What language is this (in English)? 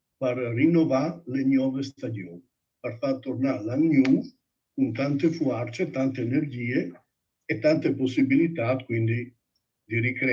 Friulian